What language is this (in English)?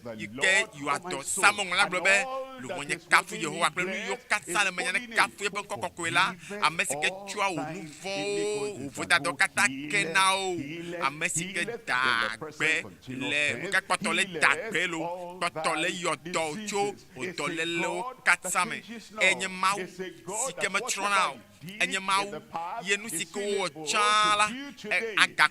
Ewe